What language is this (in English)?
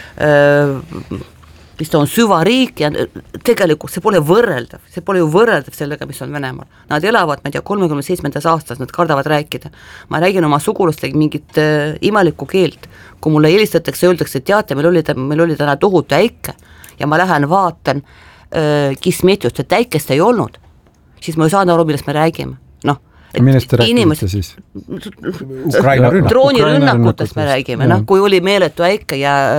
Estonian